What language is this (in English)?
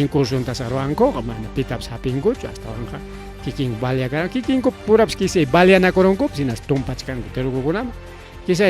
Ayacucho Quechua